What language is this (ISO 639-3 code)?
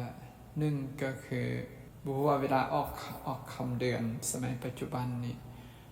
lao